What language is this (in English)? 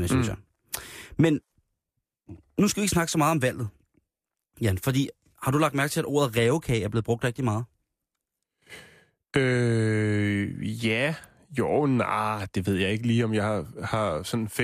Danish